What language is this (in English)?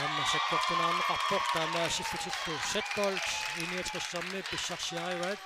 Kalaallisut